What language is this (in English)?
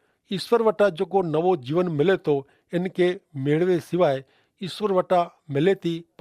Kachhi